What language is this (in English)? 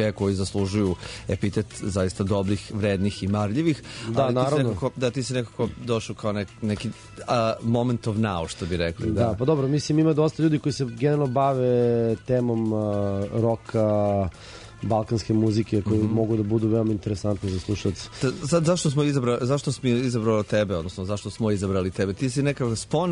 Serbian